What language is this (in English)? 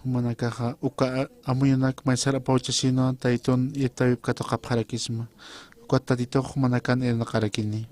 Aymara